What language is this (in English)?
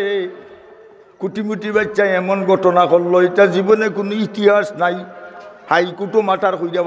Sylheti